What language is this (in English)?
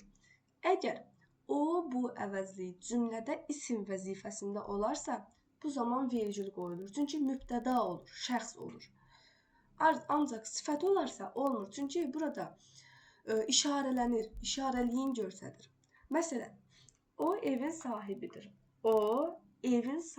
Azerbaijani